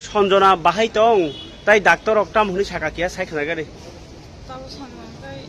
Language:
Kok Borok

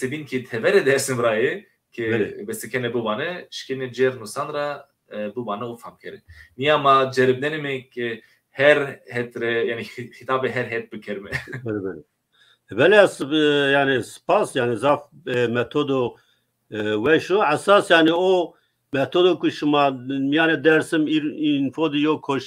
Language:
Zaza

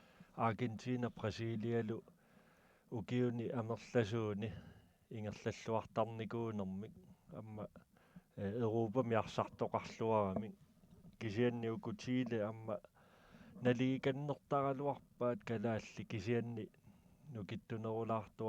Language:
Kalaallisut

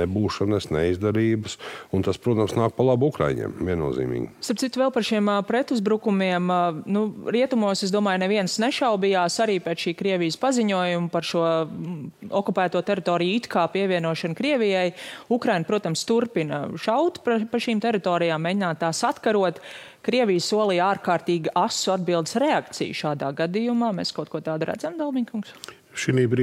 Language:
Latvian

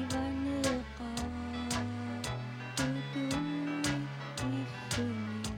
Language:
Kalaallisut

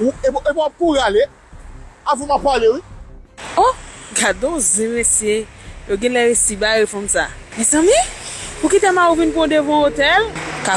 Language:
Haitian Creole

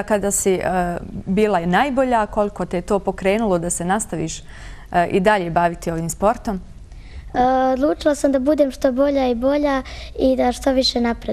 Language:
Bosnian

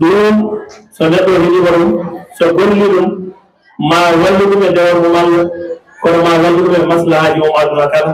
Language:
Fula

